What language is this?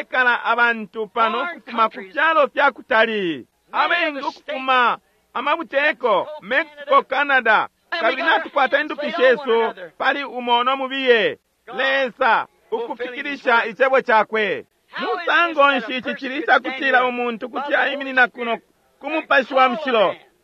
Bemba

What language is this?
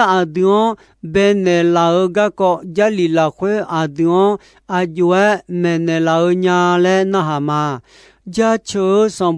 Akha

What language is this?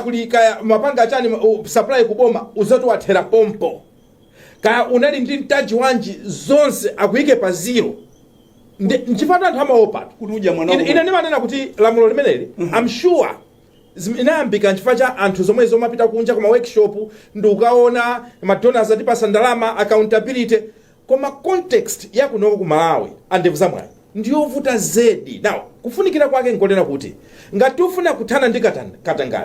Nyanja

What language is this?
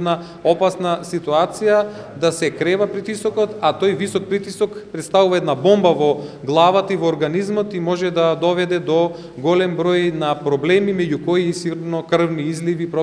Macedonian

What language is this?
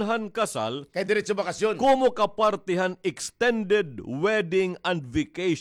Waray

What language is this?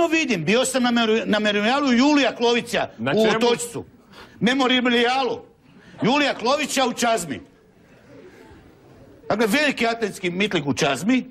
Croatian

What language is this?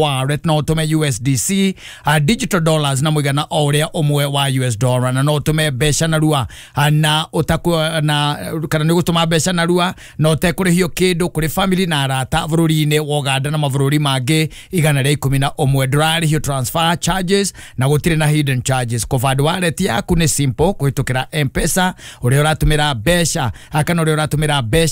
Kikuyu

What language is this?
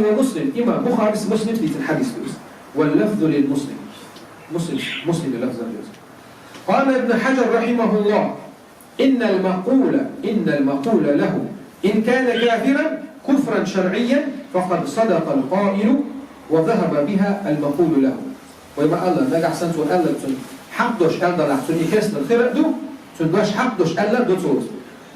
Chechen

